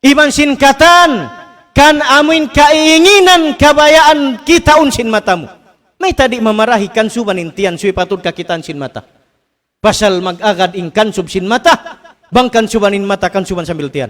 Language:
Tausug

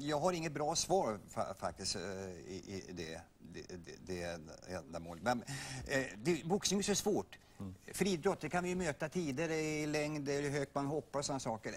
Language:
Swedish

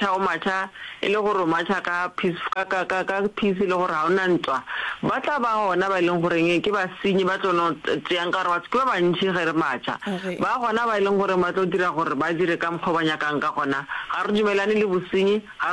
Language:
Northern Sotho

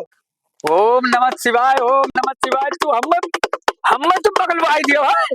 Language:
Awadhi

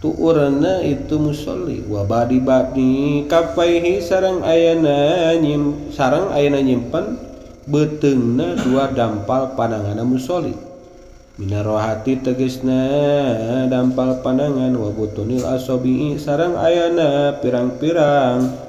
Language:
Sundanese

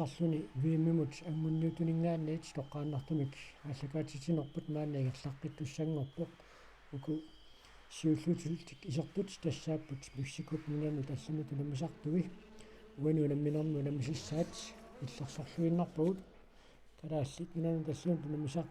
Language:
Kalaallisut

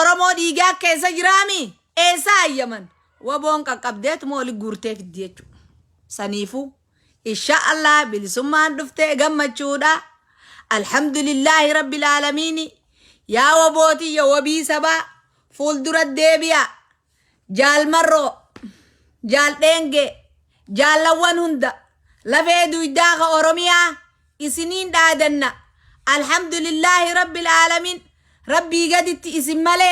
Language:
Oromo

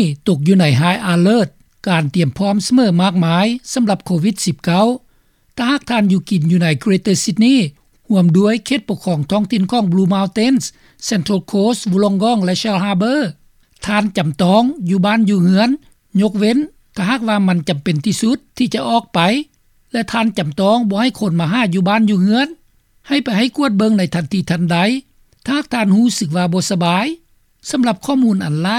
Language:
Lao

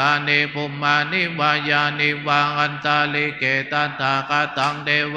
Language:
Pali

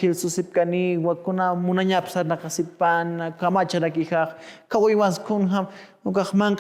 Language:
Aymara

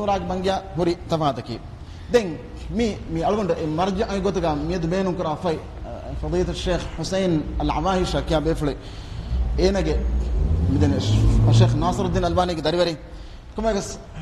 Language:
Divehi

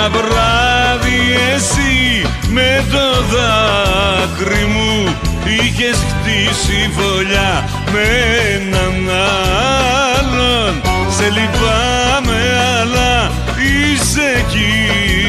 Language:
Greek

